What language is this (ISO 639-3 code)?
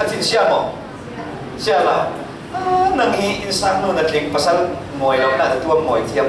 cfm